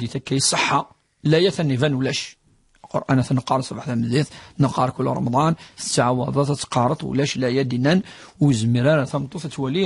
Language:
Kabyle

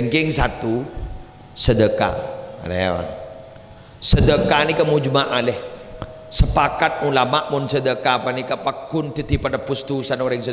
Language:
Madurese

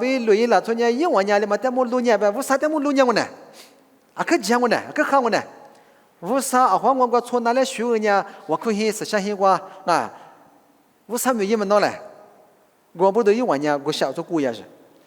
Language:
Lisu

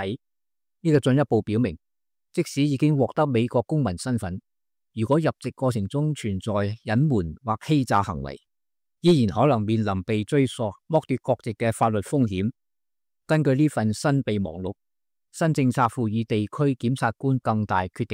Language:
Cantonese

